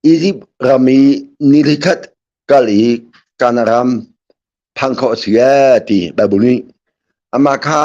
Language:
Hakha Chin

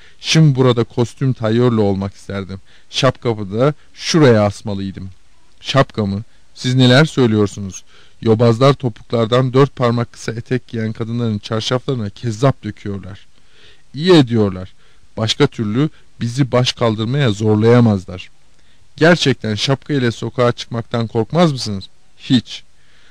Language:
Turkish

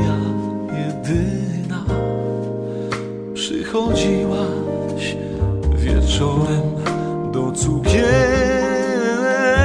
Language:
Polish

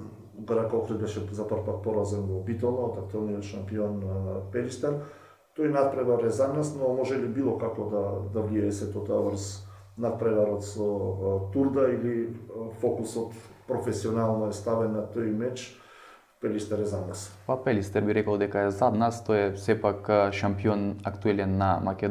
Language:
Macedonian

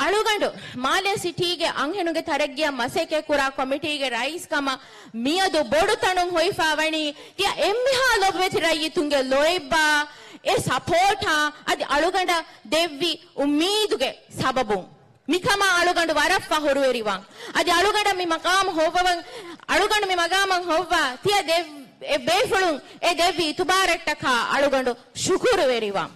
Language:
Divehi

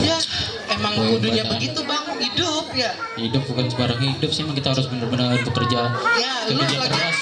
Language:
Betawi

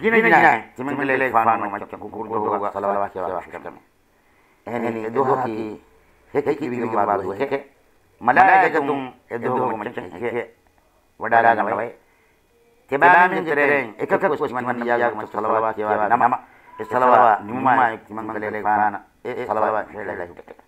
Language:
Divehi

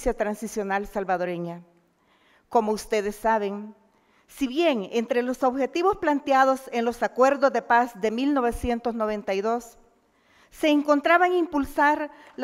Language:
Spanish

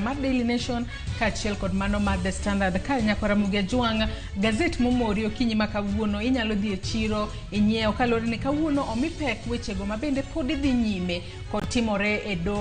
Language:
Luo (Kenya and Tanzania)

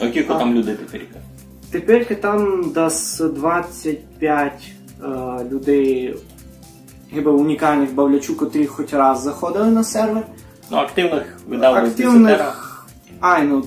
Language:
Rusyn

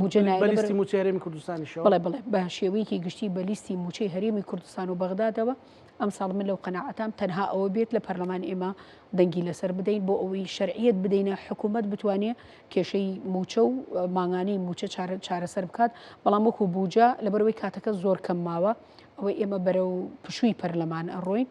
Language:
Central Kurdish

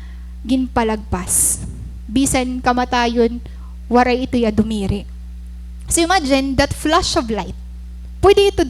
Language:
Waray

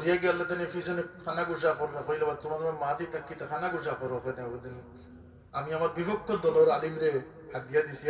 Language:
Sylheti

